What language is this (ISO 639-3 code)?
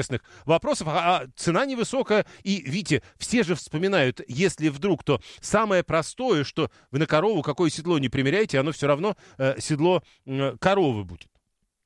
rus